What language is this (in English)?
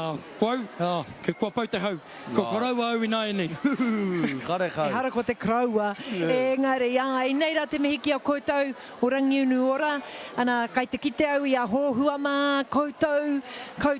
Māori